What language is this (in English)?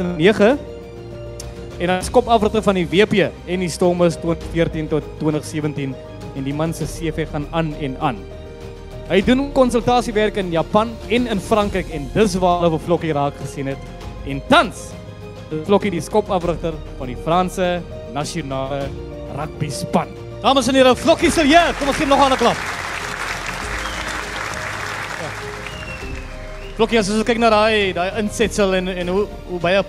Afrikaans